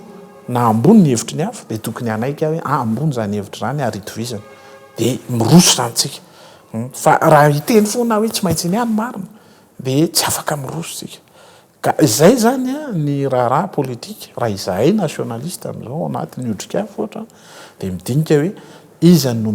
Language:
Malagasy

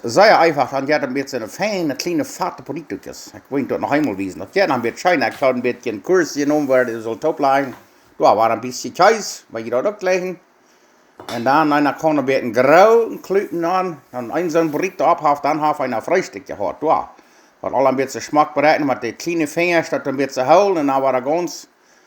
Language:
Plautdietsch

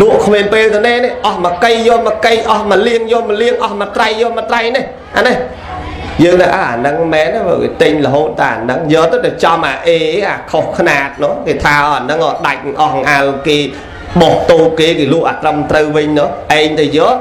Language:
Khmer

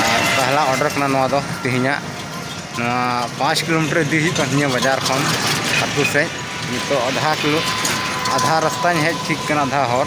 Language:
Santali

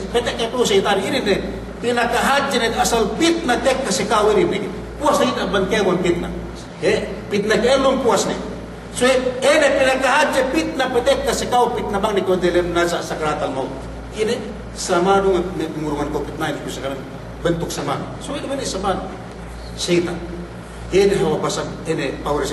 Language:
Yakan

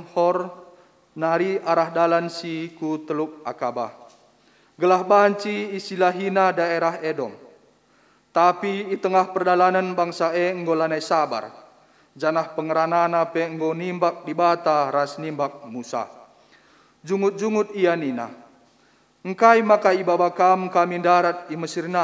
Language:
Batak Karo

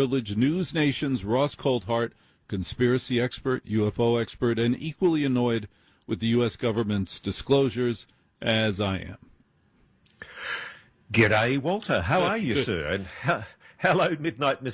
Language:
English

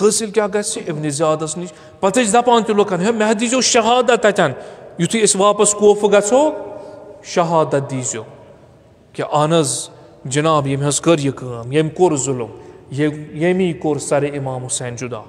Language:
Kashmiri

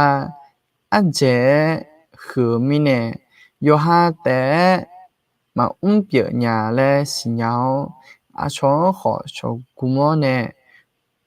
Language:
Akha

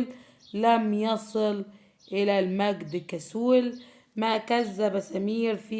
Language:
Egyptian Arabic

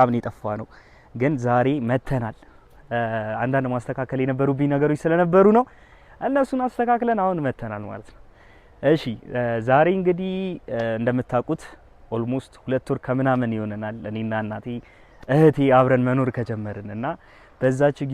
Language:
Amharic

